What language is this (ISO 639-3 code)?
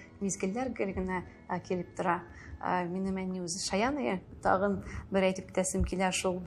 tat